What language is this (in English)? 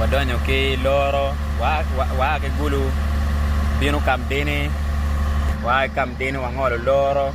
Acoli